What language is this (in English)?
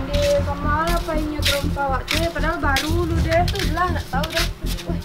Minangkabau